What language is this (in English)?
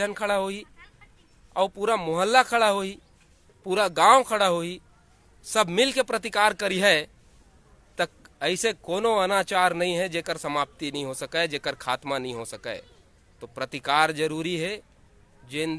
Chhattisgarhi